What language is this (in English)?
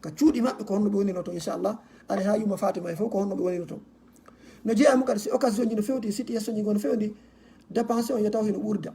Fula